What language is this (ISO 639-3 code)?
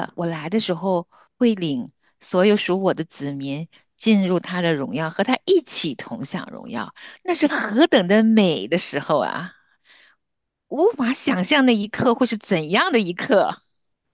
zho